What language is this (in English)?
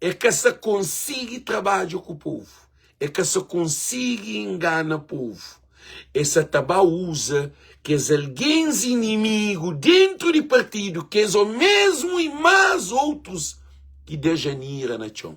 Kabuverdianu